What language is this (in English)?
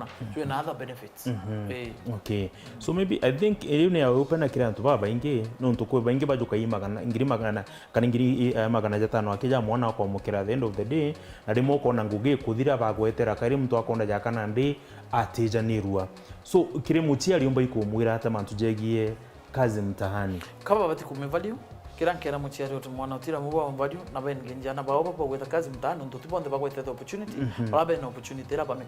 Meru